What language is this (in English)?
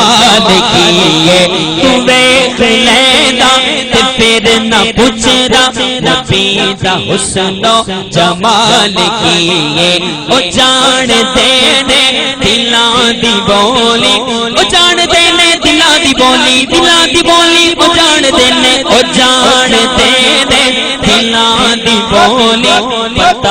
Saraiki